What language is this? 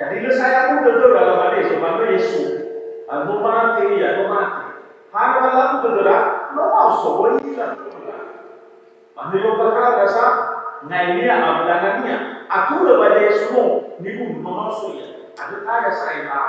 Nias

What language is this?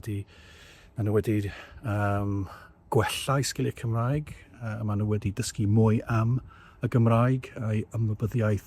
Welsh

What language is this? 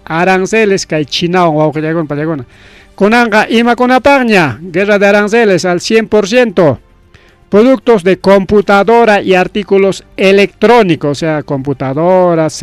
Ayacucho Quechua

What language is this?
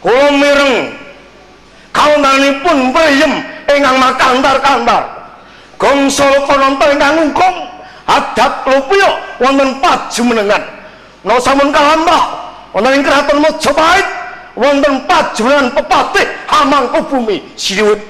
Javanese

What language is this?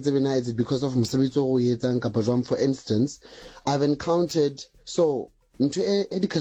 Southern Sotho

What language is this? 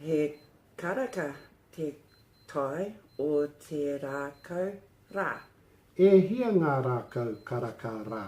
Māori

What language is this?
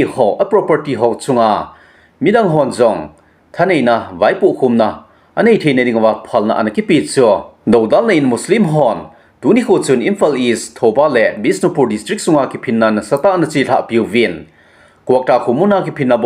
Thado Chin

